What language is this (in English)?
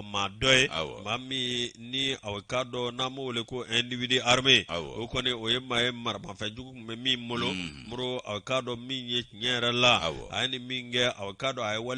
Bambara